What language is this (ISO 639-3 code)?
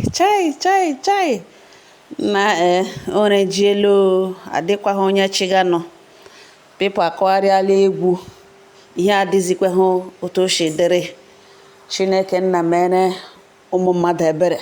ibo